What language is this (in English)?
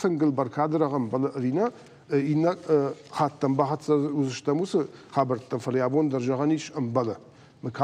Ossetic